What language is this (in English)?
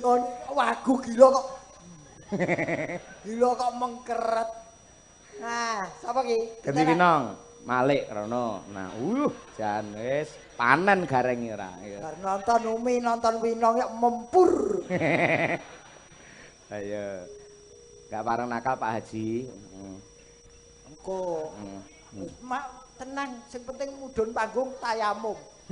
Javanese